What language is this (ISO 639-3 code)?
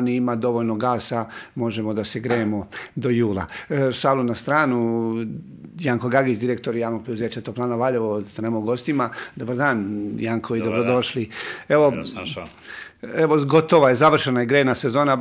srp